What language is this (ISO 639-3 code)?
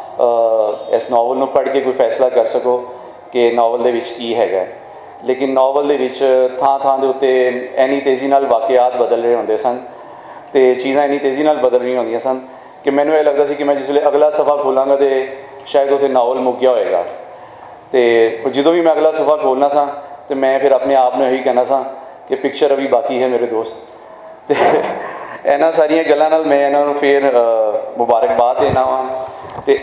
lah